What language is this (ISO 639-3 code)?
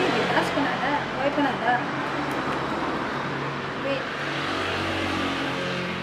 fil